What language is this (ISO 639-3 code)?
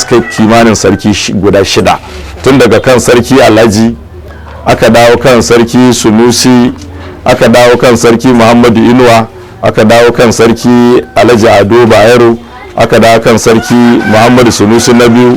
hau